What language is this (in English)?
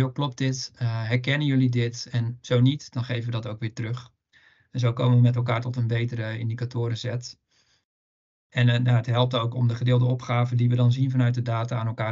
Dutch